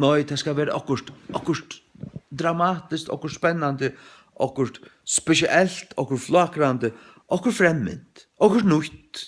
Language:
Faroese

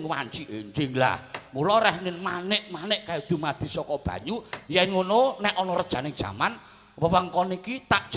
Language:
Javanese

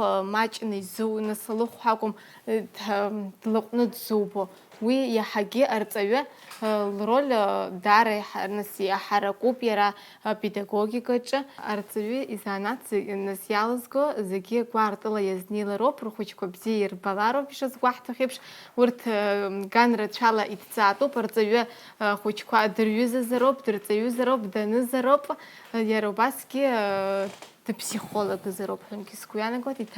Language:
Abkhazian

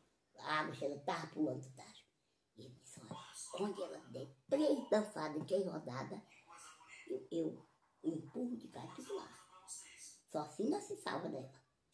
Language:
Portuguese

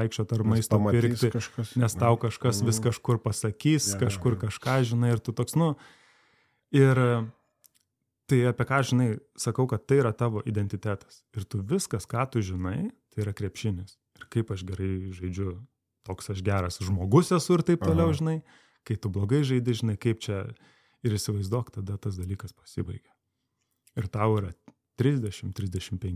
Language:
Lithuanian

